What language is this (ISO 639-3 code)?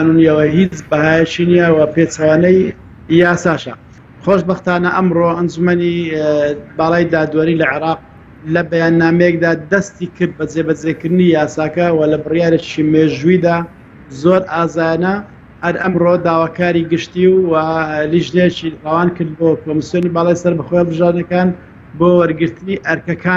ckb